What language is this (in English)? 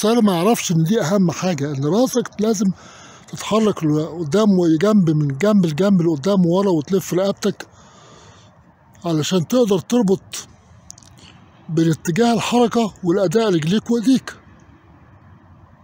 Egyptian Arabic